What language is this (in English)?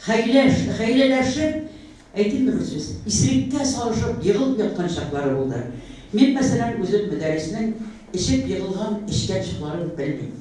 Tatar